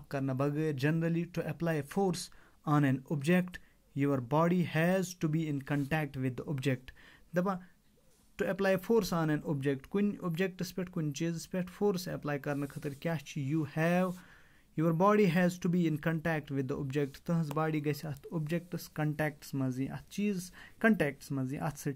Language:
Kashmiri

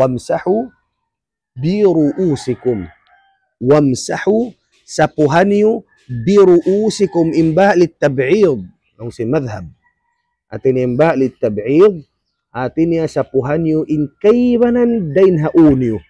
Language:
Tausug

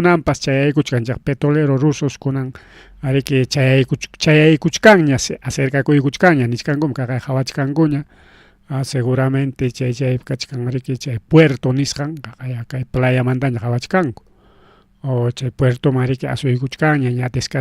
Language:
Ayacucho Quechua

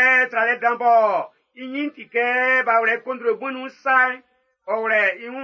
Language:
Baoulé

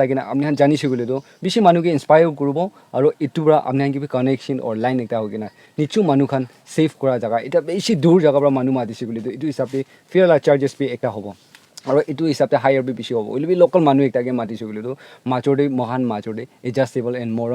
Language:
Naga Pidgin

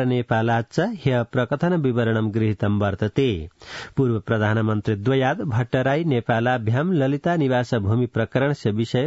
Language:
Sanskrit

